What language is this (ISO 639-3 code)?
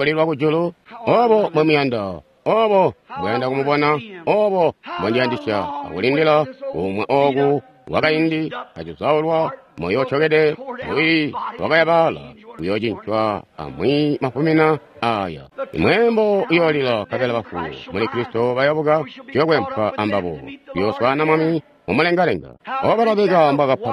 toi